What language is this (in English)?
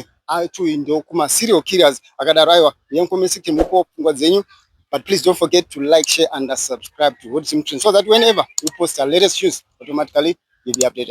Shona